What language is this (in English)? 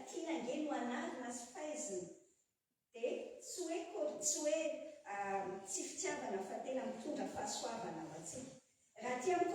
Malagasy